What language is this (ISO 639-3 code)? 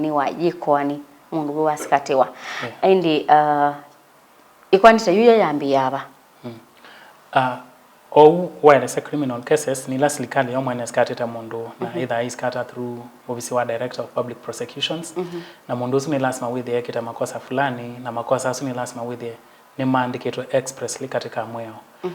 kam